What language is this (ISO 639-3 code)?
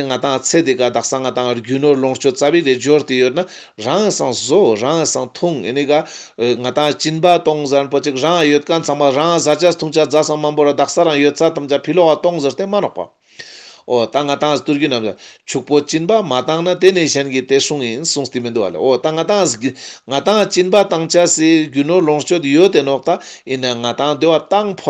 lbj